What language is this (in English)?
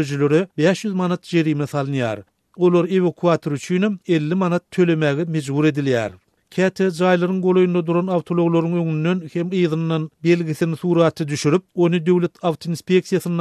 Turkmen